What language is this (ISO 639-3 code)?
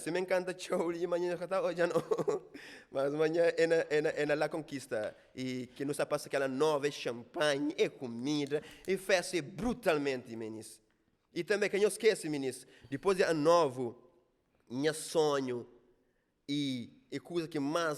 kea